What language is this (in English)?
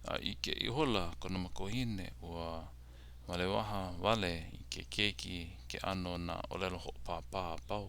Hawaiian